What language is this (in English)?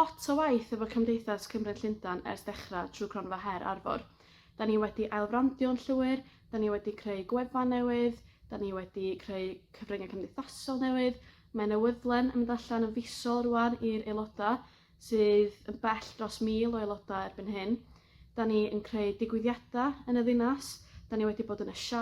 Welsh